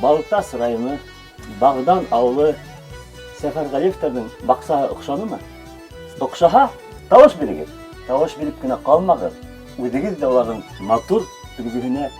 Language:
Bashkir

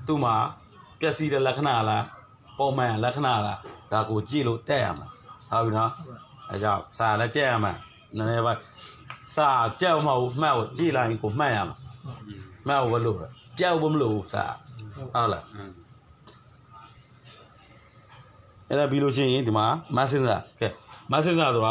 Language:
Burmese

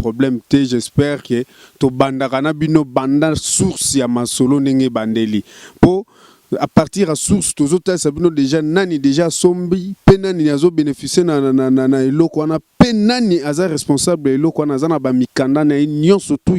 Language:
Lingala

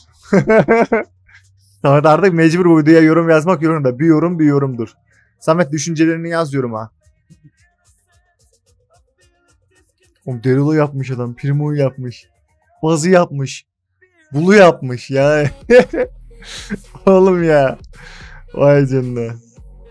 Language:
Turkish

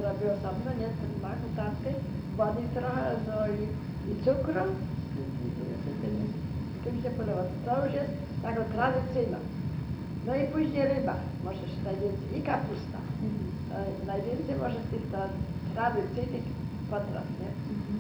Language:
Polish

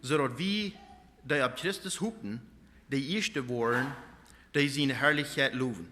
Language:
Plautdietsch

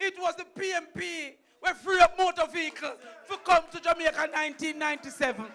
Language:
Jamaican Creole English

